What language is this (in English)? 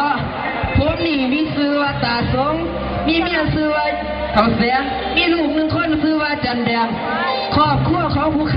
Northeastern Thai